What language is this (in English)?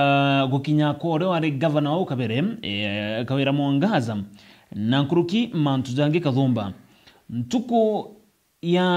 Meru